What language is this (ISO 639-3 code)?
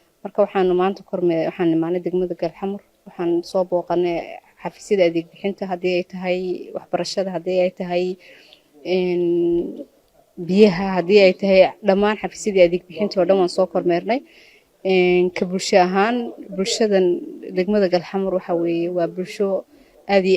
som